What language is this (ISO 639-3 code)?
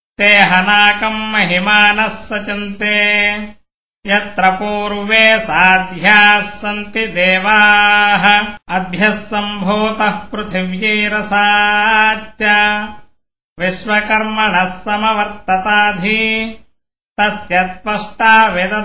san